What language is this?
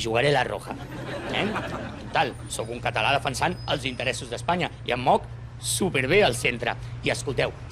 Catalan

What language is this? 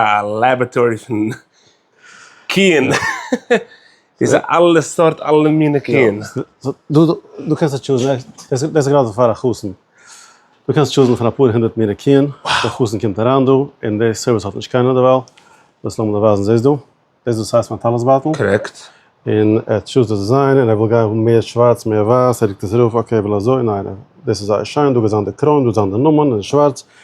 Yiddish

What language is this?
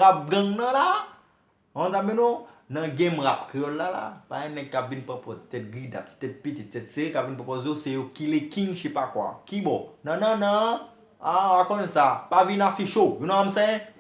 Haitian Creole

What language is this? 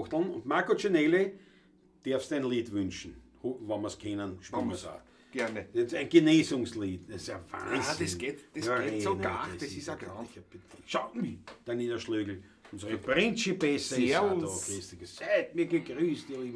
Bavarian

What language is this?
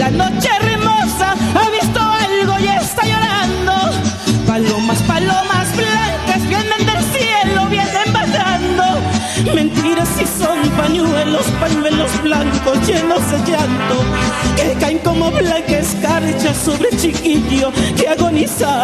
Spanish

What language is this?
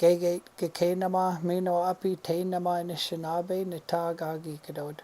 Chippewa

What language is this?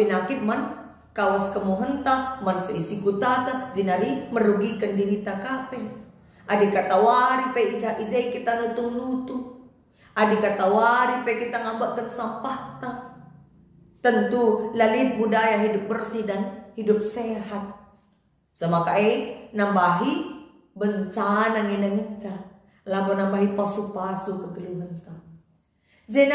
Batak Karo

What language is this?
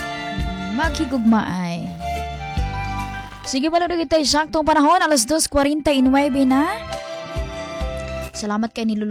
Filipino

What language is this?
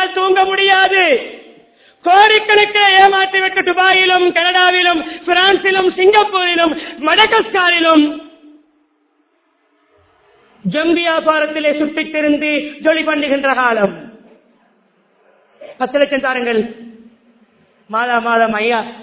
Tamil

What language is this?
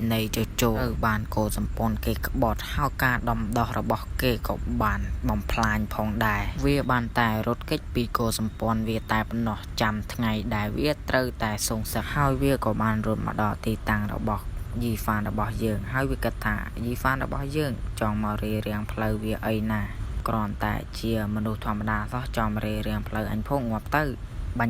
Khmer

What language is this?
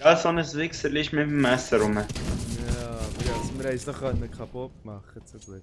Swiss German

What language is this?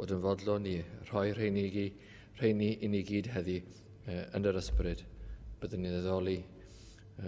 Welsh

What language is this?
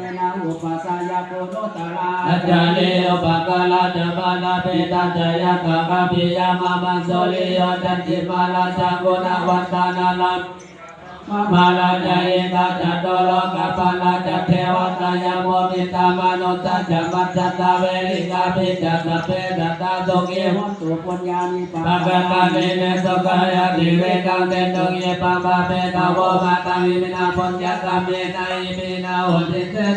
Pali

